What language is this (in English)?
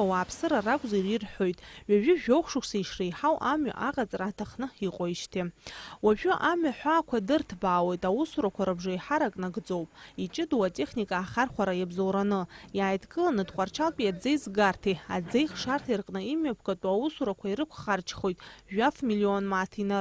Abkhazian